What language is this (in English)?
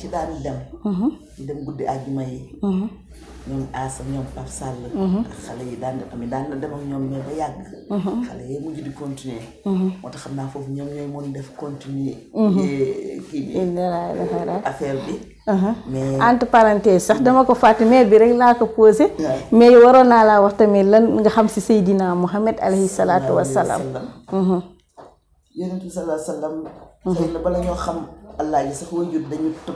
Wolof